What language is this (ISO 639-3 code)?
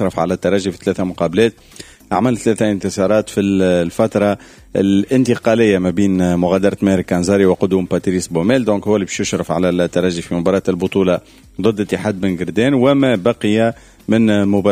aeb